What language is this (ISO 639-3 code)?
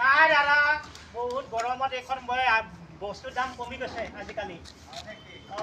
asm